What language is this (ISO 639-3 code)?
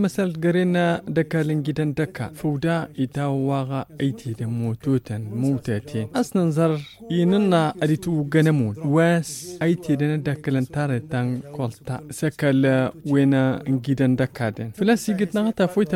taq